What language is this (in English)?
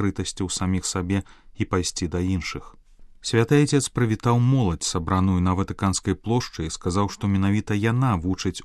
Belarusian